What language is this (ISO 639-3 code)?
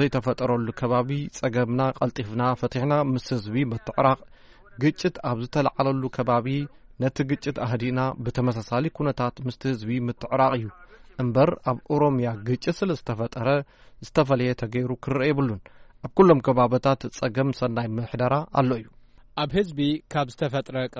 tir